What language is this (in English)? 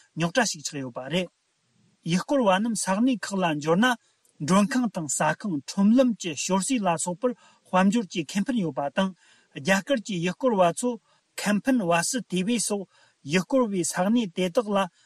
Tibetan